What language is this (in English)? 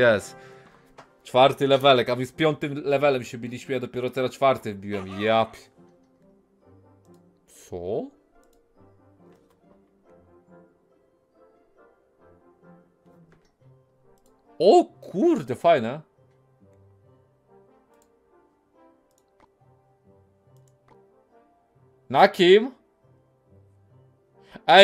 Polish